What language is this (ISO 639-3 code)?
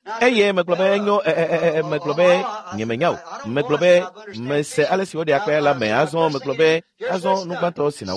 ewe